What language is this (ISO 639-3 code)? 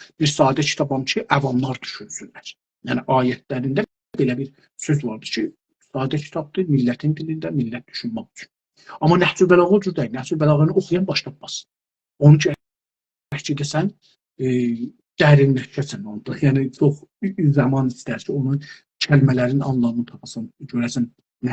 azb